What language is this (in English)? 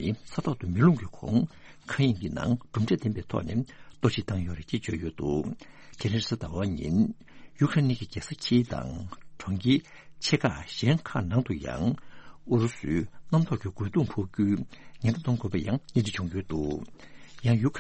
Tibetan